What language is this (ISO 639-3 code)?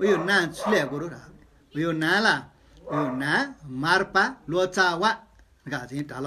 new